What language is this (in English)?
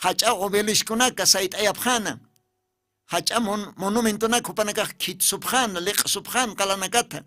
Aymara